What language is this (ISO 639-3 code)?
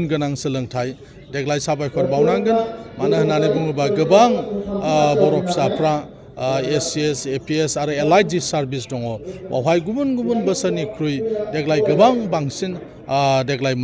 brx